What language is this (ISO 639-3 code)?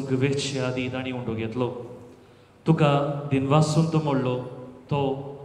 kok